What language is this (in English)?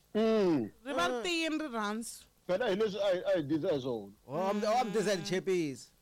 Tsonga